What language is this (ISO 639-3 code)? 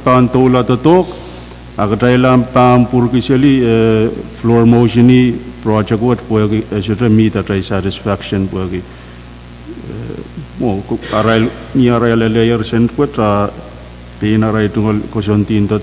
pon